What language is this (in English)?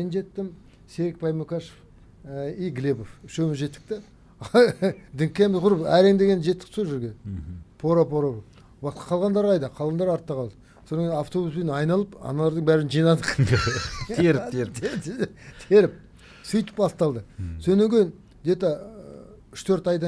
Kazakh